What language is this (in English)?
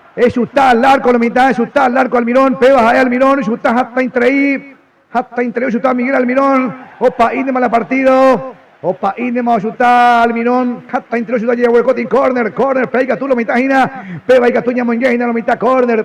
Guarani